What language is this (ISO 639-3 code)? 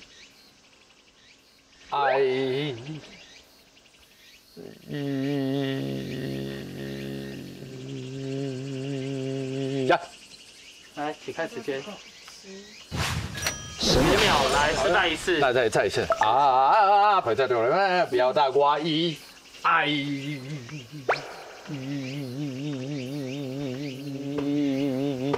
zho